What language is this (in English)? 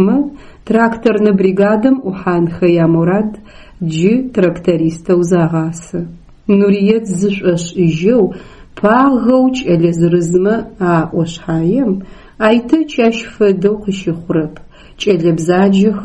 Adyghe